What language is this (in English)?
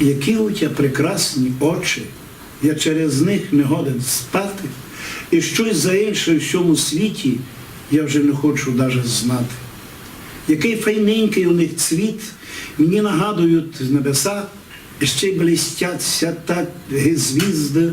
Rusyn